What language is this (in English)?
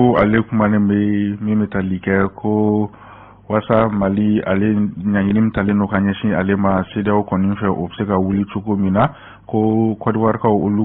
Bambara